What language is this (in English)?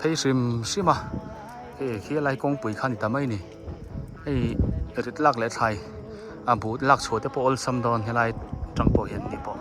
Biete